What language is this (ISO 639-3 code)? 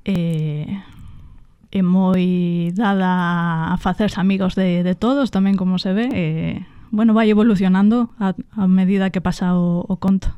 glg